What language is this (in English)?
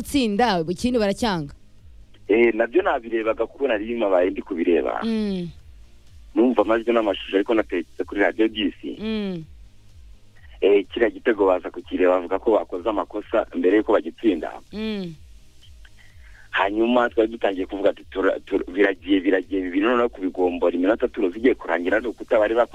Kinyarwanda